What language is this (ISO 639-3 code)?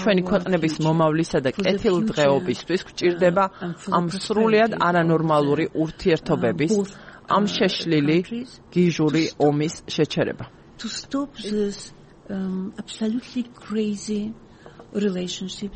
kat